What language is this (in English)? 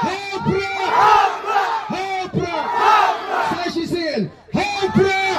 Khasi